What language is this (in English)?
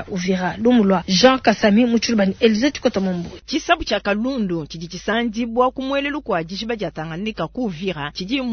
Luba-Lulua